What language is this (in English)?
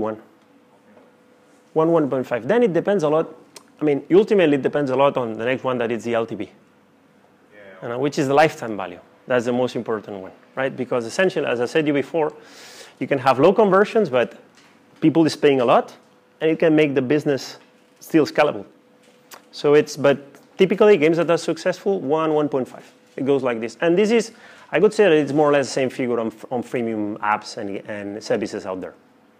English